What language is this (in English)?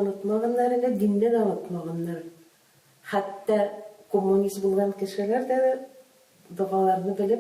Tatar